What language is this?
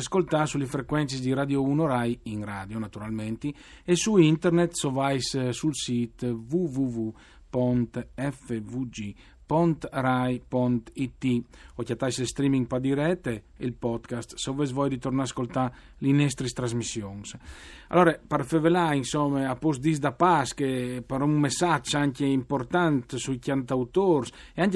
Friulian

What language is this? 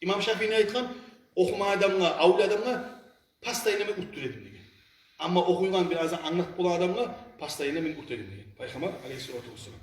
Kumyk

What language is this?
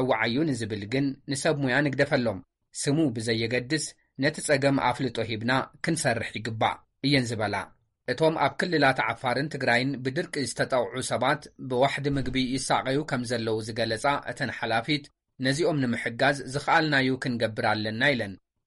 Tigrinya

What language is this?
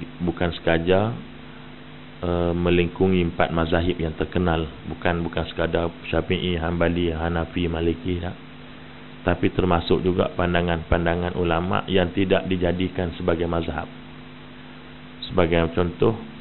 Malay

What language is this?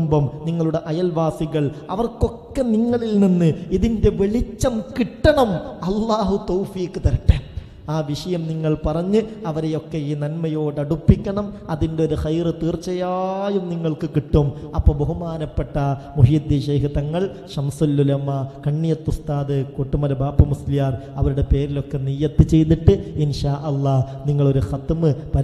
Malayalam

